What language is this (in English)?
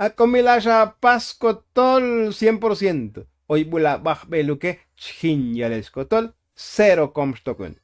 Tzotzil